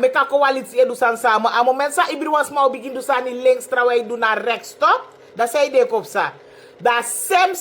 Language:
Sranan Tongo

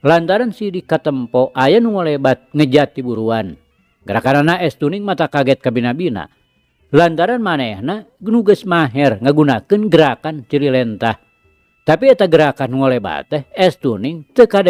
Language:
Sundanese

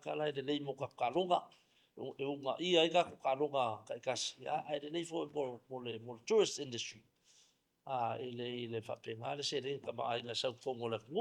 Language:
Samoan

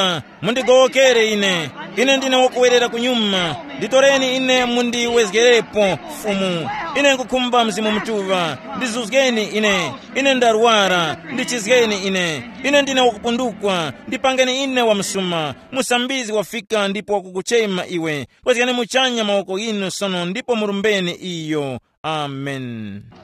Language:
Tumbuka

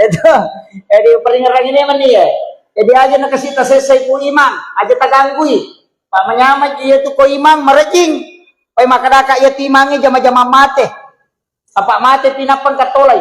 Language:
Buginese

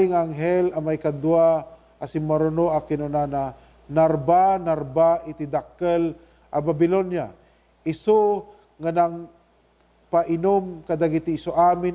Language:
Iloko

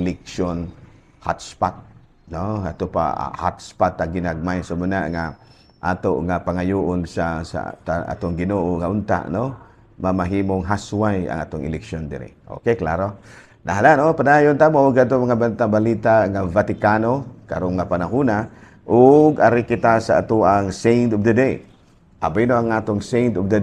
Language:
Cebuano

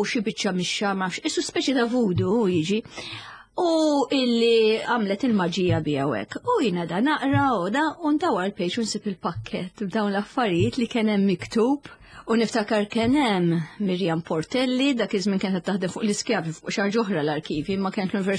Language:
Maltese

